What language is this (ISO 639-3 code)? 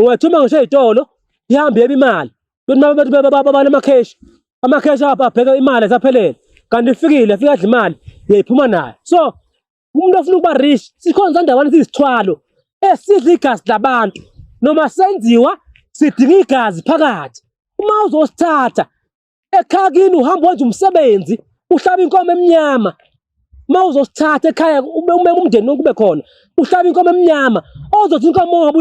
zul